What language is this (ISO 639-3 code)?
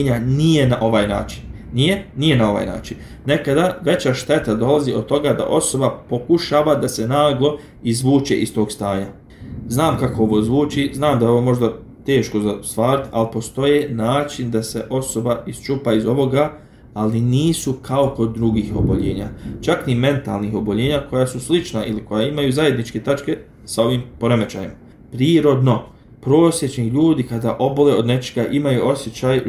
bos